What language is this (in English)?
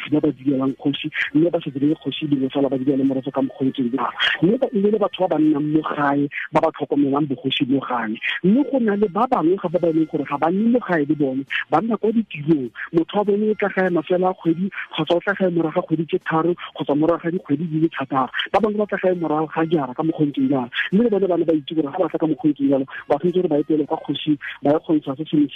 Tswana